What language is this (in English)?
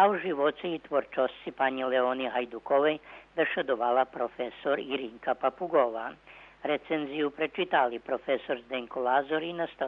Rusyn